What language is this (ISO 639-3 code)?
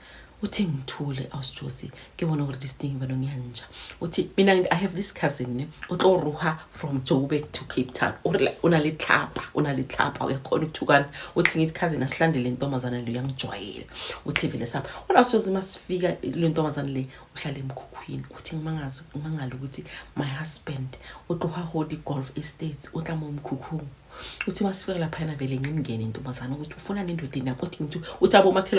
zul